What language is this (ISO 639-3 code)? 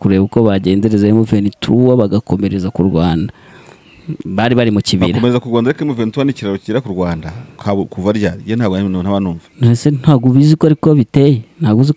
kin